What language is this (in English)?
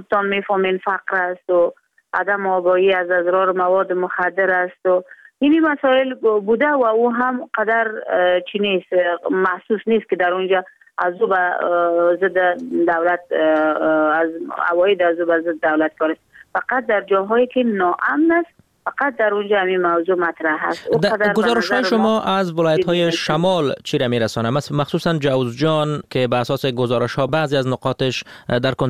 Persian